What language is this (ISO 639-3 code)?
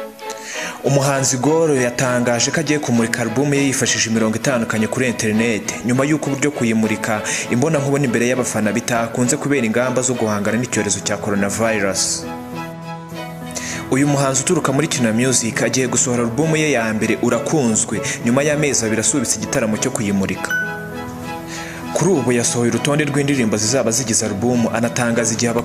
kin